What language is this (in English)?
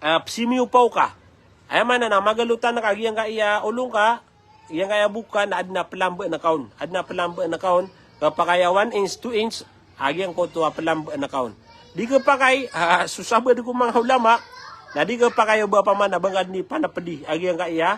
Maranao